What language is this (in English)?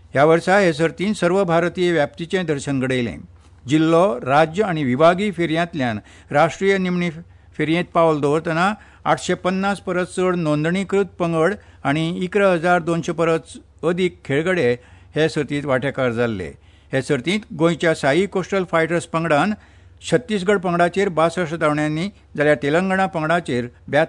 Konkani